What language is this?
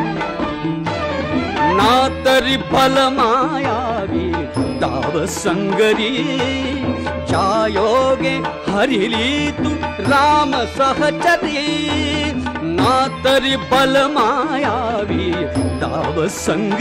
Marathi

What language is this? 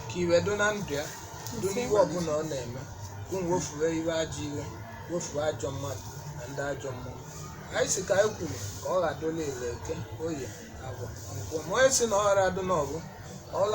Igbo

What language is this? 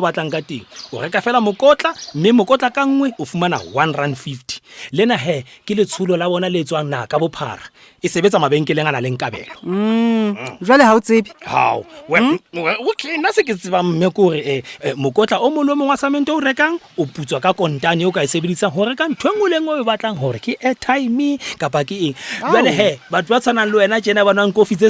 Southern Sotho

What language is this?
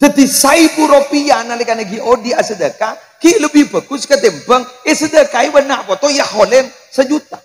Madurese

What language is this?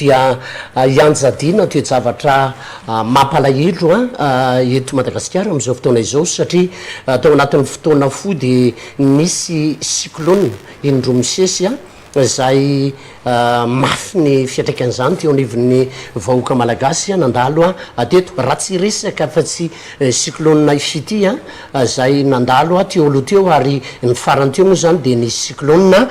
Malagasy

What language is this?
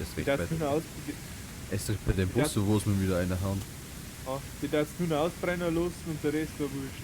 Bavarian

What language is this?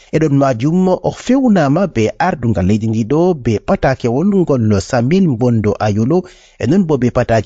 Fula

